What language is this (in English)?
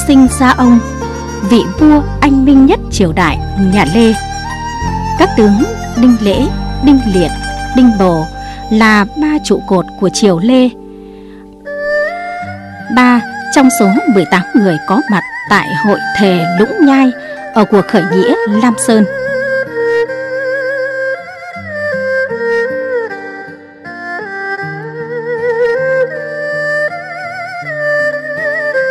Vietnamese